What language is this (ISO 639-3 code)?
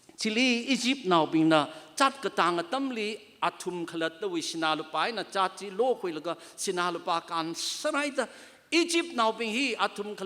nmf